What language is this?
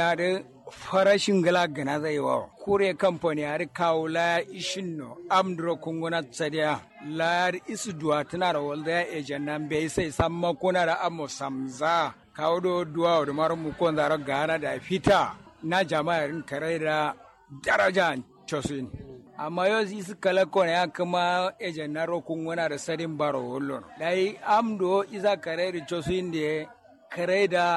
Kanuri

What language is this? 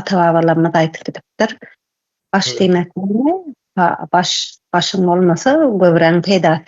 Turkmen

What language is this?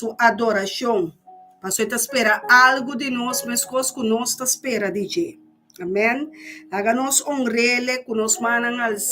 Papiamento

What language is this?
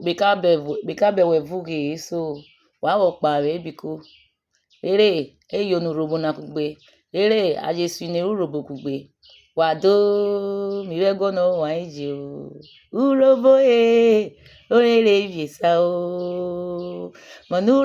Urhobo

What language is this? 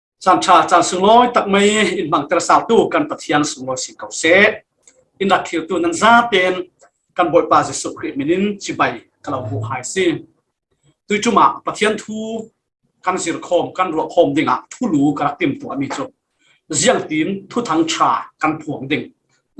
Falam Chin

